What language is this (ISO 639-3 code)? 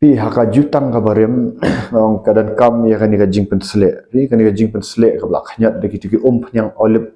kha